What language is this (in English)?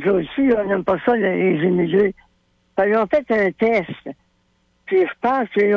French